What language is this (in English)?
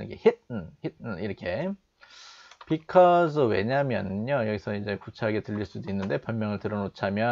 Korean